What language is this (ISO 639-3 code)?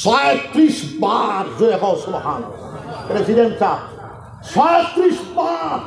syl